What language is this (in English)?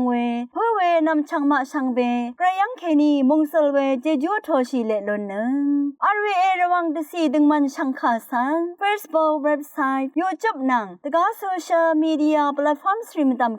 Rawang